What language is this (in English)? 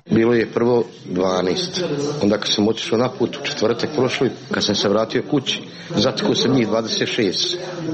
Serbian